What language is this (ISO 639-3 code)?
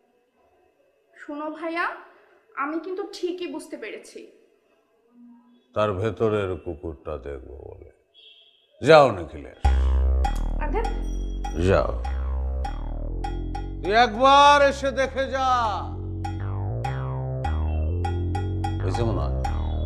ben